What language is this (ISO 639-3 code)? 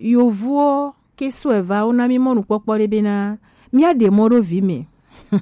gej